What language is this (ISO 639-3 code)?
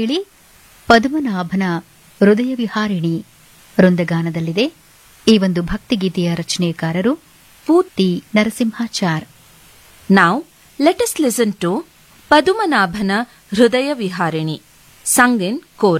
kan